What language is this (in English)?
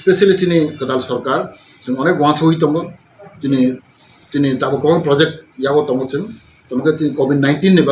Kok Borok